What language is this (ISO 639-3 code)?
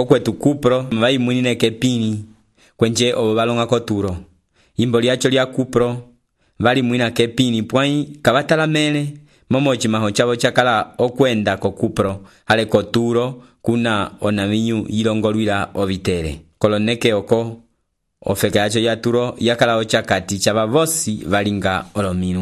umb